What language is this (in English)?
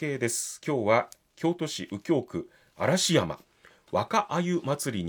Japanese